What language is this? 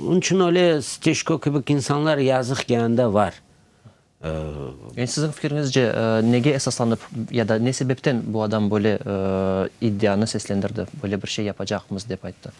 Crimean Tatar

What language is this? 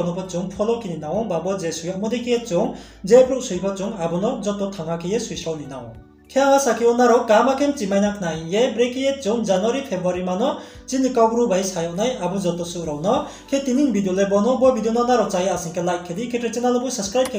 Riang (India)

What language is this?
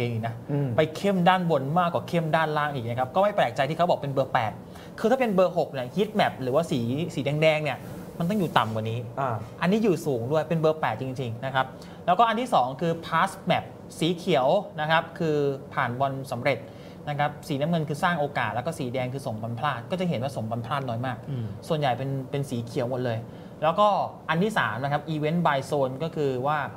Thai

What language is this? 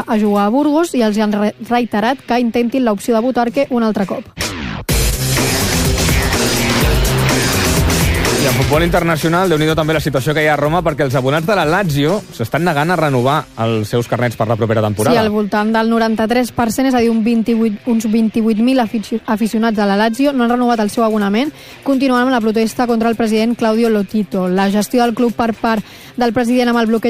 Catalan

